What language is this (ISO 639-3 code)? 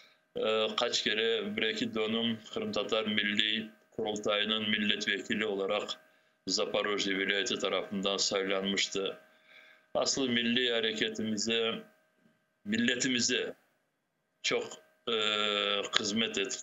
crh